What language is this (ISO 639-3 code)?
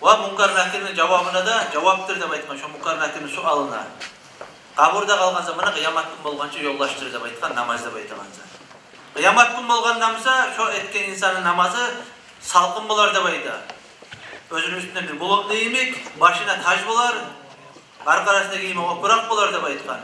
kum